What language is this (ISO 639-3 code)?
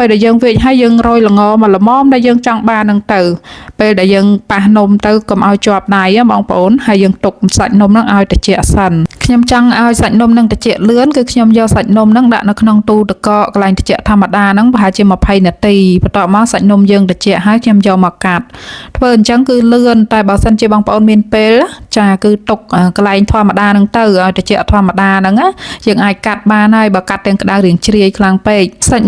khm